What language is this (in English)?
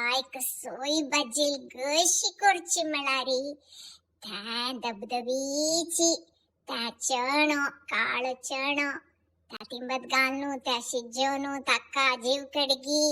Konkani